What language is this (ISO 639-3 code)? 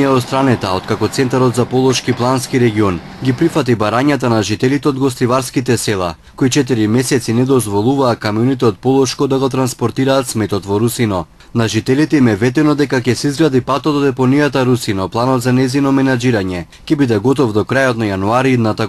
mkd